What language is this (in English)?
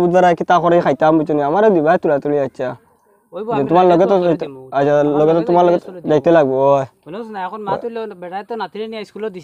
Sylheti